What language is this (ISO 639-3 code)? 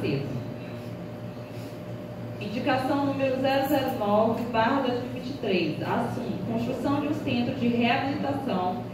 por